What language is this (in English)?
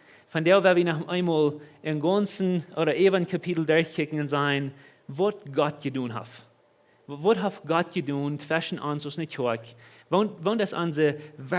Plautdietsch